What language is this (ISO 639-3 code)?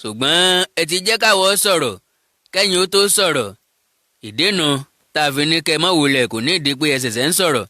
yor